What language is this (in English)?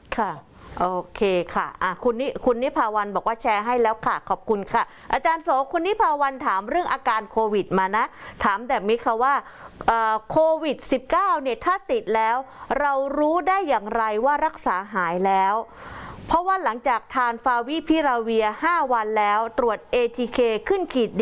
Thai